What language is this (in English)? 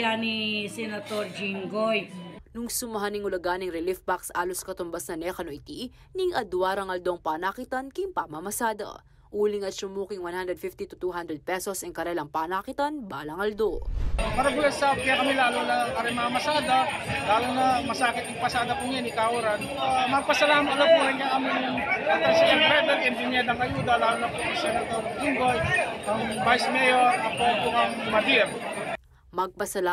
Pampanga